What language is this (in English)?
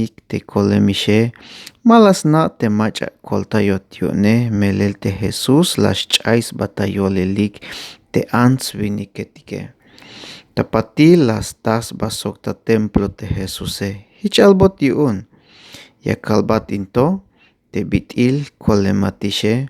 Tzeltal